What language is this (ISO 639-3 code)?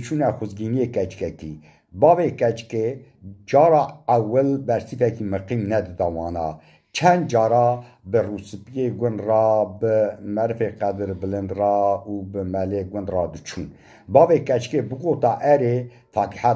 kur